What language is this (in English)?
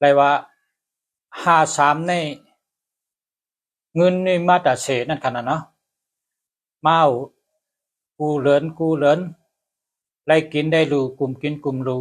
Shan